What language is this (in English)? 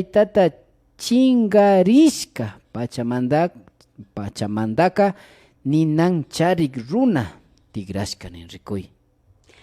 Imbabura Highland Quichua